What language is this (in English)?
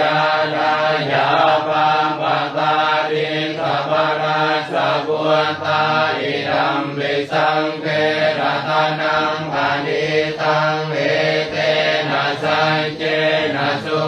Pali